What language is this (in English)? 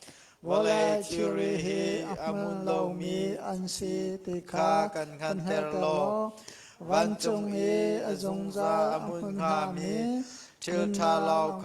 Hakha Chin